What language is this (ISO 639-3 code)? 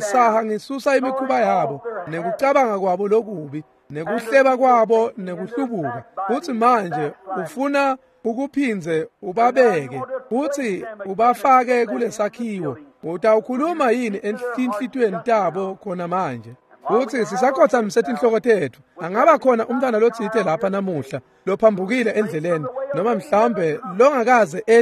ssw